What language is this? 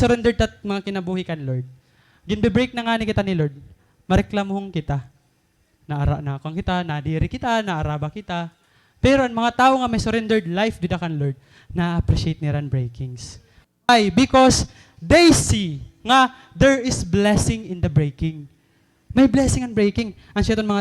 Waray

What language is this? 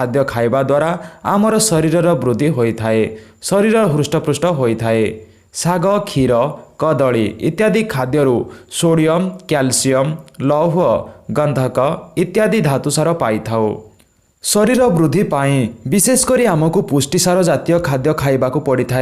Odia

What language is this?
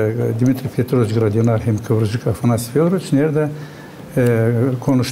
Gagauz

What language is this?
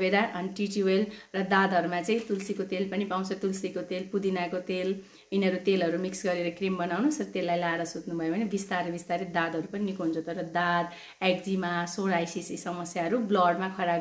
Nepali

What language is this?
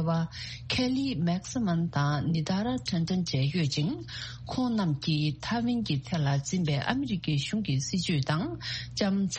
Tibetan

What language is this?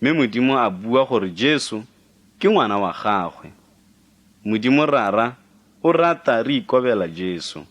Tswana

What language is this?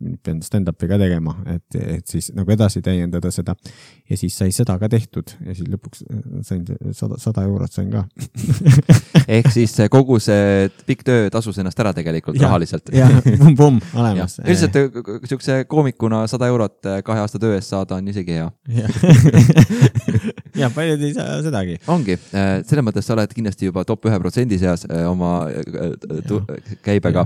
Estonian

